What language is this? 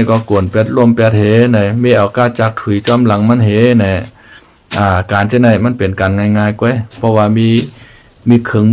Shan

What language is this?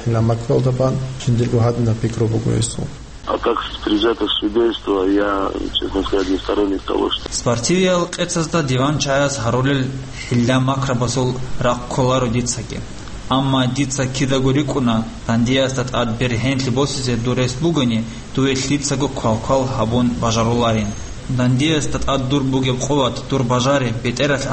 Avaric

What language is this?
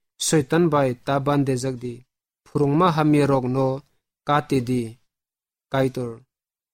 Kok Borok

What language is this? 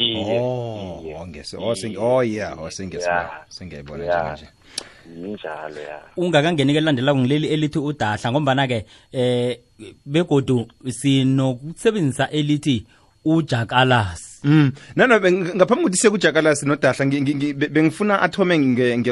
South Ndebele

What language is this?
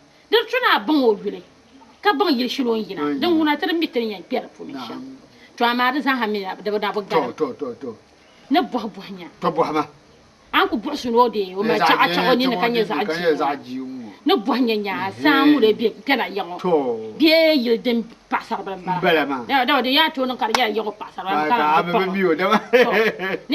Dagbani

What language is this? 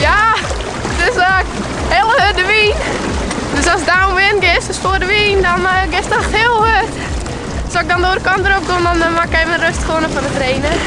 Western Frisian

